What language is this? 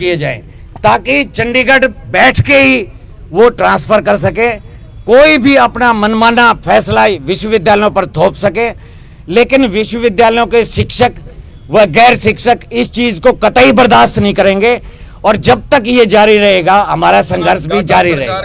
Hindi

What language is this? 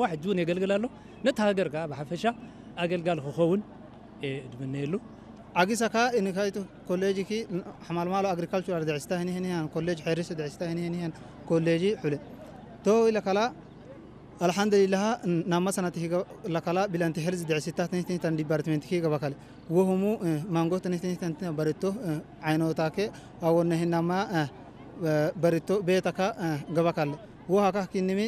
Tigrinya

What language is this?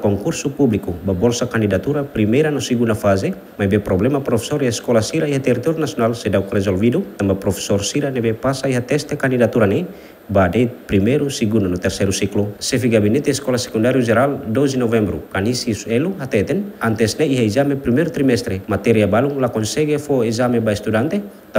Tetum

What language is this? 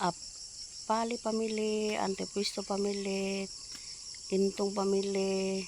Cebuano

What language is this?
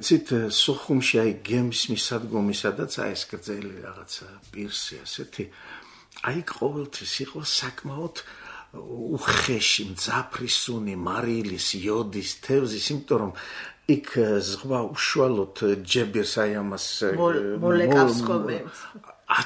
Georgian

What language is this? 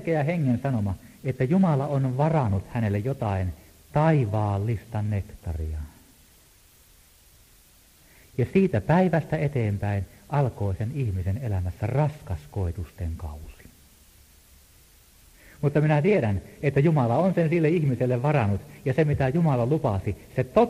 Finnish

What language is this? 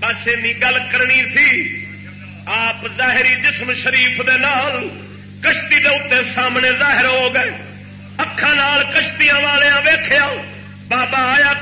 Saraiki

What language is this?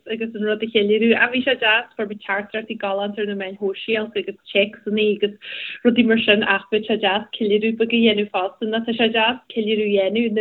Irish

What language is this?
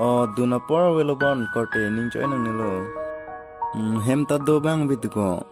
Karbi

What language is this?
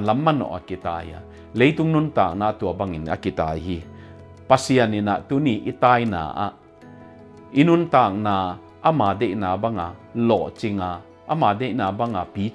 Tedim Chin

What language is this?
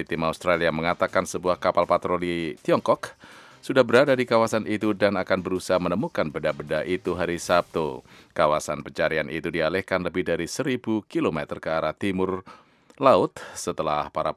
Indonesian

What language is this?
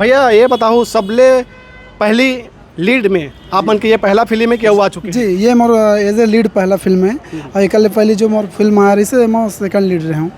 Chhattisgarhi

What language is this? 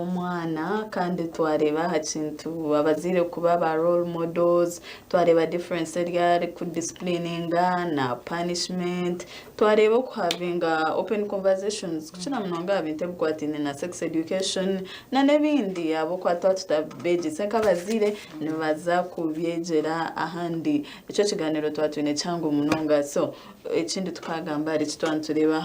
Nyankole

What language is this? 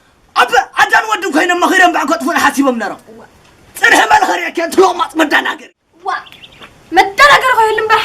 Tigrinya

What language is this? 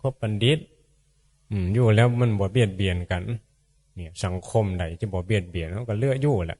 Northeastern Thai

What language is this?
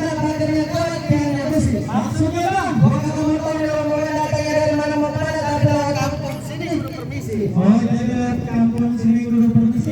Betawi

